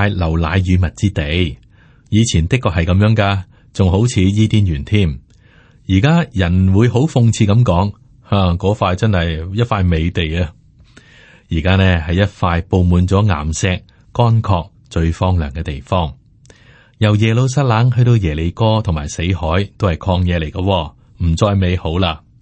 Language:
Cantonese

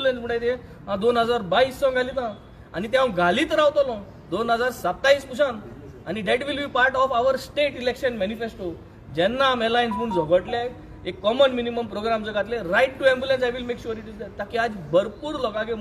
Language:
Konkani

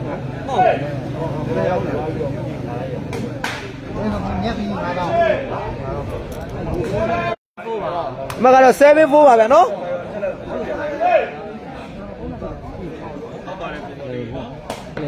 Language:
Burmese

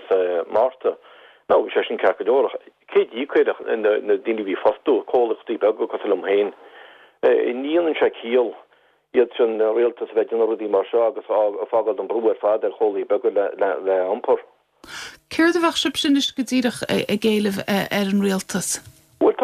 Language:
Irish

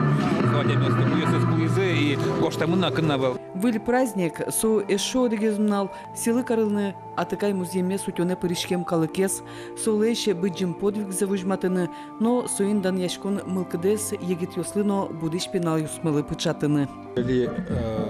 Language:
Udmurt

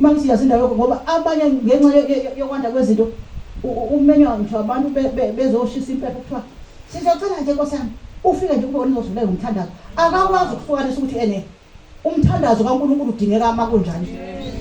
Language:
Zulu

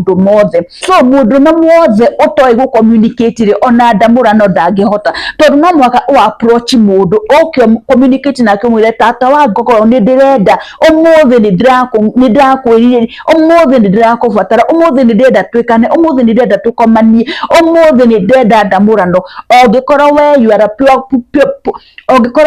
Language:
Kikuyu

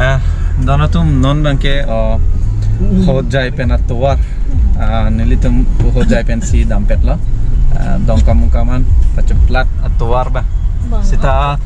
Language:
Karbi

